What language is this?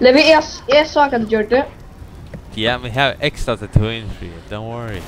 Faroese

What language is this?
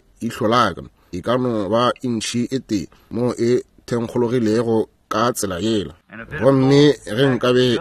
Northern Sotho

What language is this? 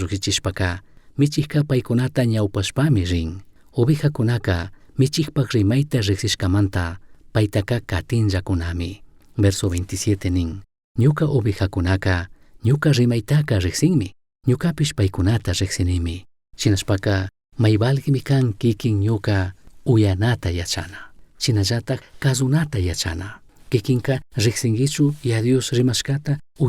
Chimborazo Highland Quichua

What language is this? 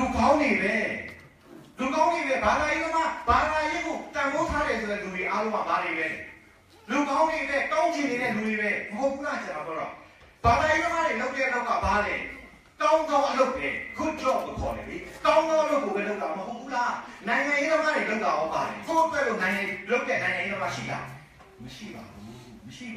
Burmese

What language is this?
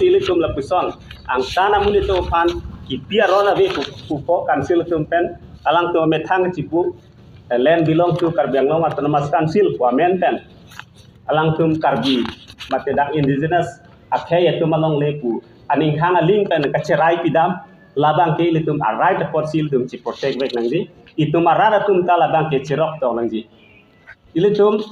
Karbi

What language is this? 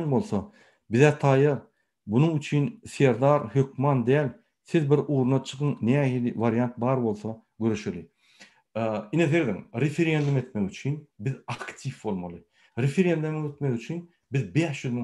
Turkmen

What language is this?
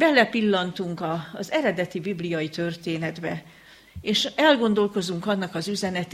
Hungarian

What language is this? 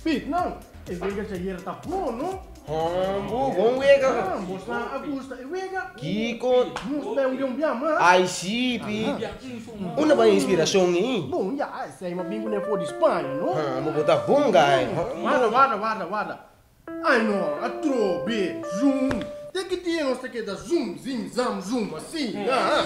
Papiamento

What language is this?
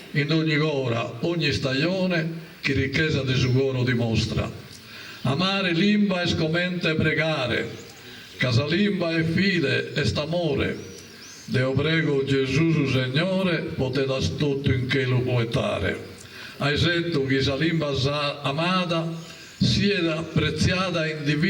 Sardinian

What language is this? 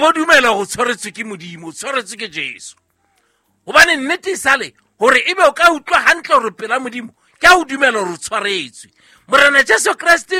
Southern Sotho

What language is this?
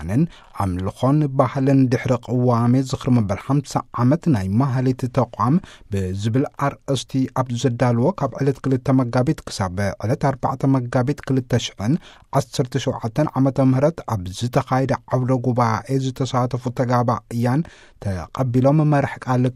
Tigrinya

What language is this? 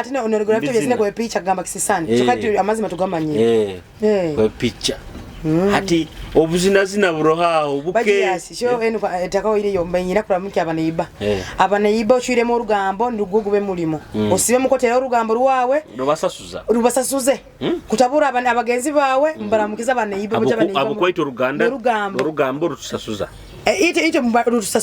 Nyoro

